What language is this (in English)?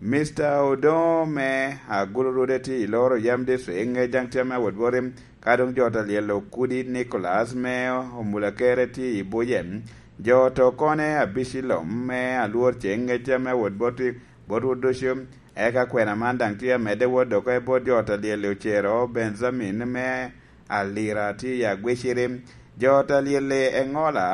Lango (Uganda)